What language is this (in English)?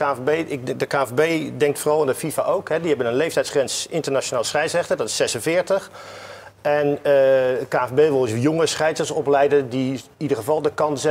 Dutch